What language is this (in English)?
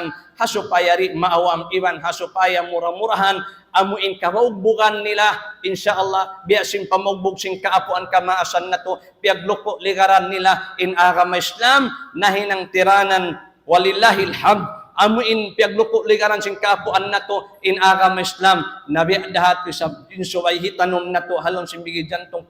Tausug